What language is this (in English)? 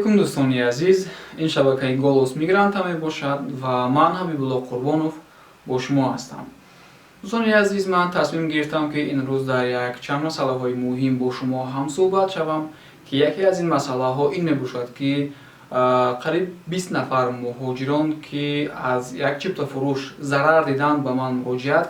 Tajik